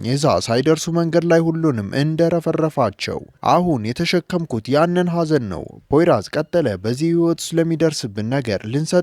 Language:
Amharic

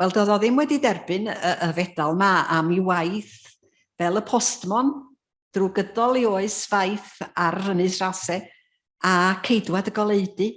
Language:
Welsh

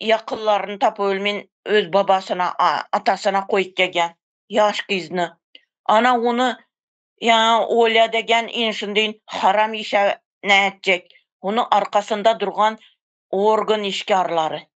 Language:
Turkmen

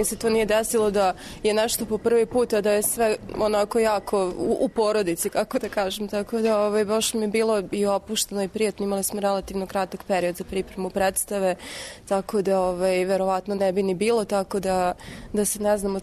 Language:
Serbian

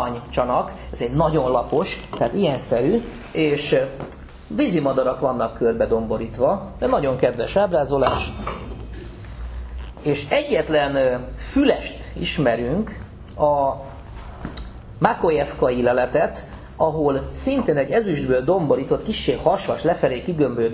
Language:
Hungarian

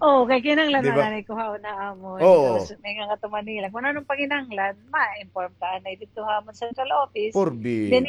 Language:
Waray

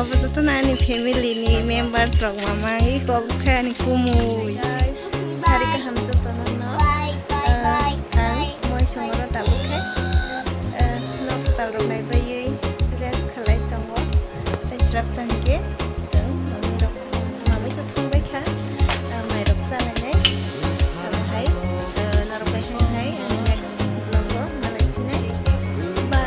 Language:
Kok Borok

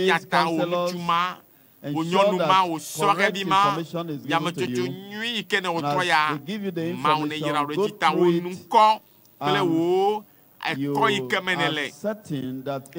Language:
Ewe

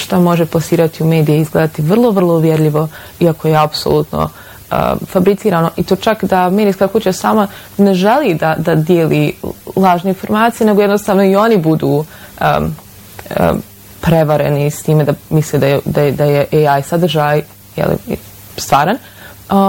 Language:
Bosnian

